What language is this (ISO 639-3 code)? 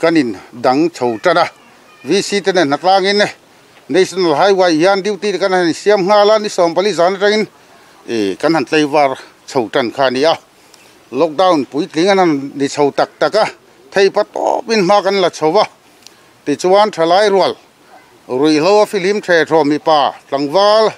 lus